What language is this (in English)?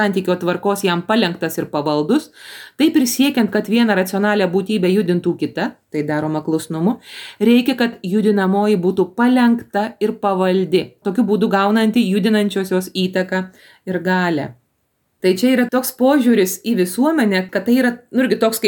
Lithuanian